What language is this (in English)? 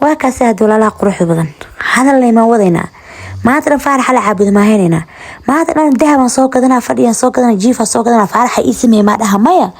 Somali